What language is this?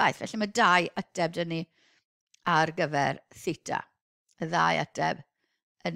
Welsh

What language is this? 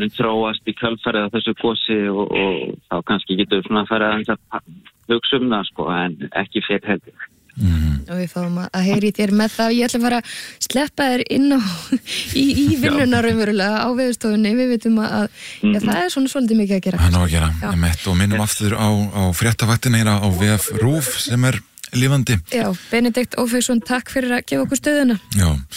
Icelandic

